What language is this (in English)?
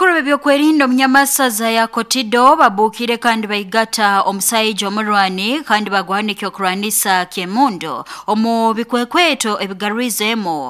Nyankole